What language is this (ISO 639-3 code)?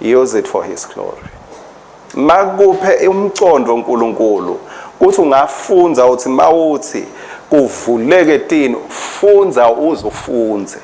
ssw